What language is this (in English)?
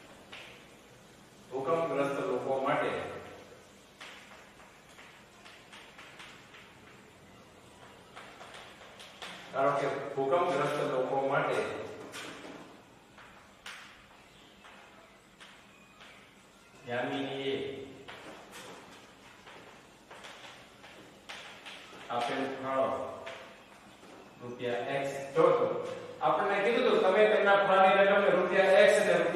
Gujarati